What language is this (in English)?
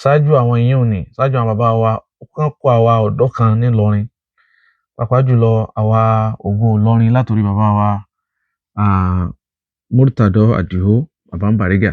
Yoruba